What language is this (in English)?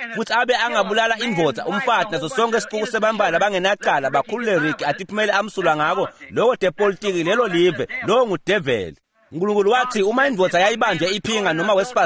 Swati